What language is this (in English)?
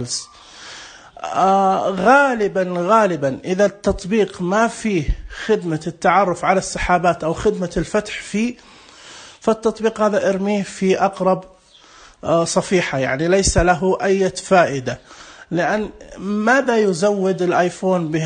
Najdi Arabic